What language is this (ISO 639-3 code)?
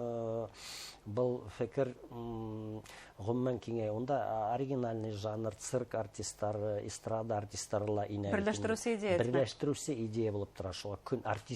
bak